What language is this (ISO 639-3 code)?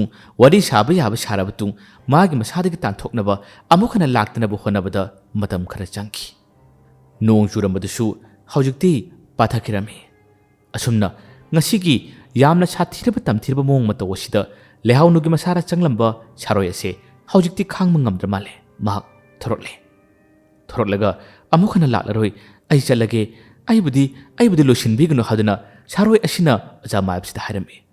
mni